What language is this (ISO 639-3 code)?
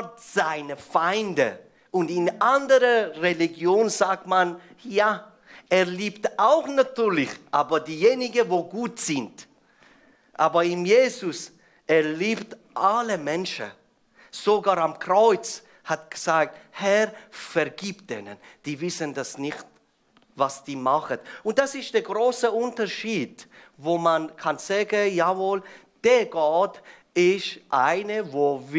gsw